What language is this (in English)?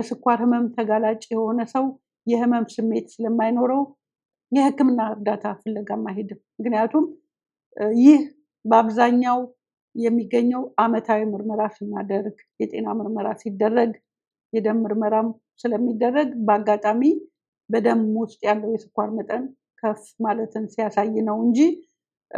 Amharic